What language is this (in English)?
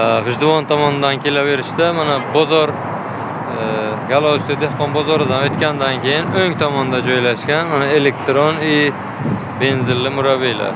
Uzbek